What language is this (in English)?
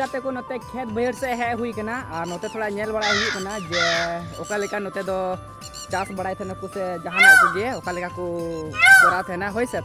Santali